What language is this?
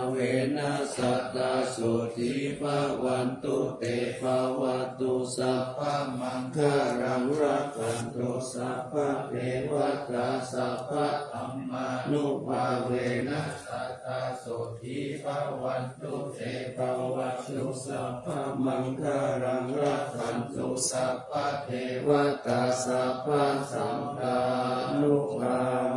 Pali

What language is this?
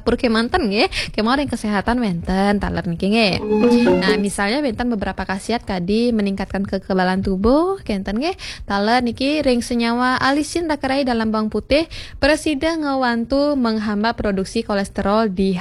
Balinese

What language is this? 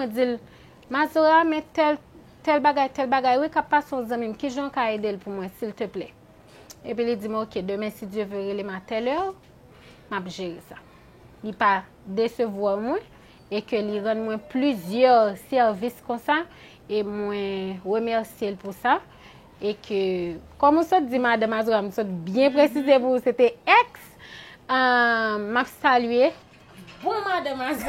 Haitian Creole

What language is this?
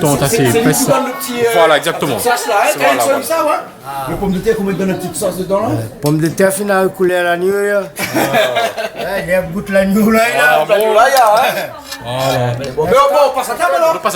Réunion Creole French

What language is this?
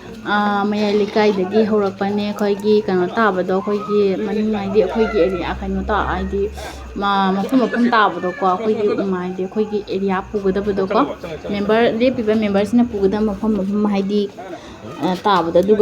Manipuri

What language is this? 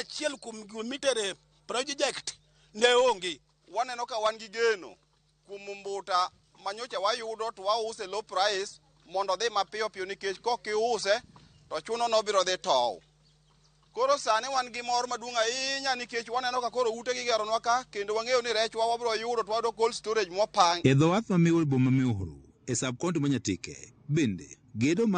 Luo (Kenya and Tanzania)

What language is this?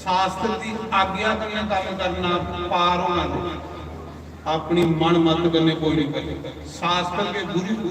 Dogri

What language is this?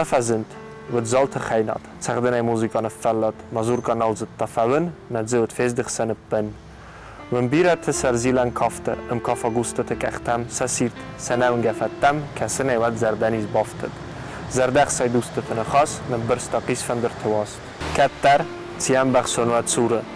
Ossetic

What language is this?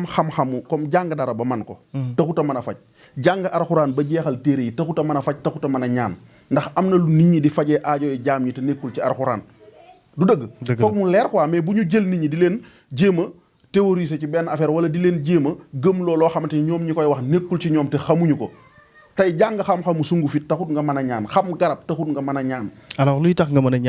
Wolof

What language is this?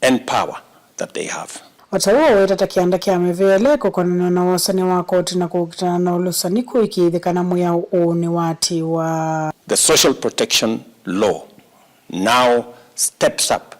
Kamba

